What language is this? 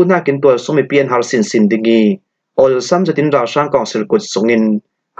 Falam Chin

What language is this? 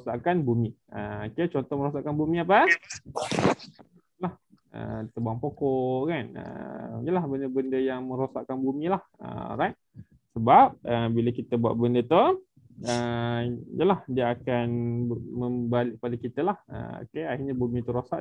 Malay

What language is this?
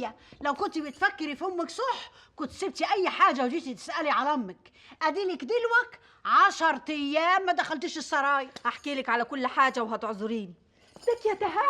Egyptian Arabic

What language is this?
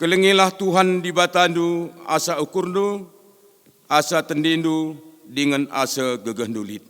Batak Karo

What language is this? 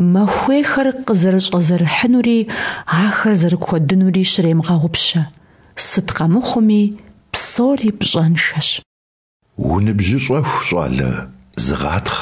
Kabardian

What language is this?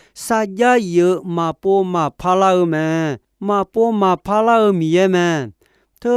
Akha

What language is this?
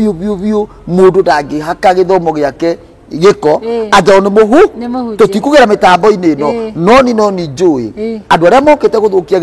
Kikuyu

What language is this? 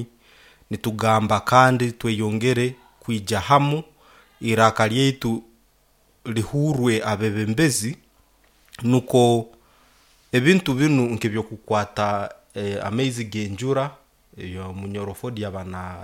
Nyoro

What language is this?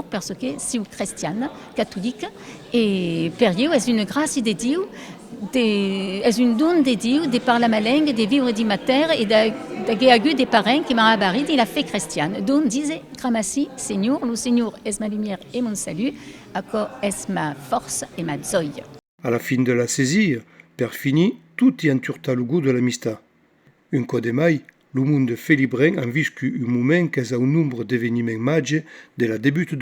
Occitan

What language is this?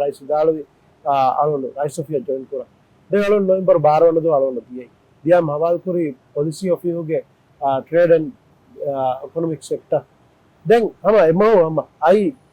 Divehi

